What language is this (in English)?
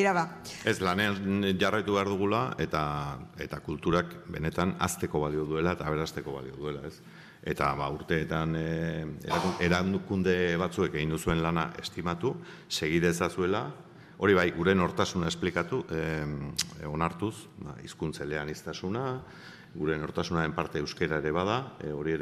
Basque